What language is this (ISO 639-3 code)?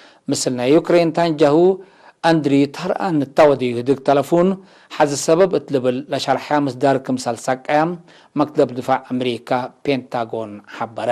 tig